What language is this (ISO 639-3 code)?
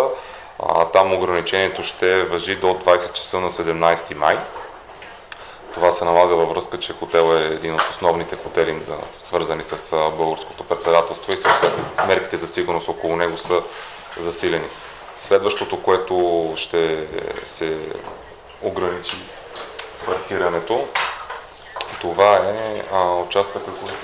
bul